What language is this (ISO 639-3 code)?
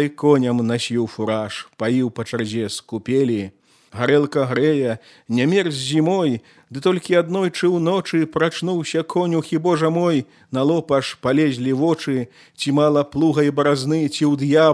bel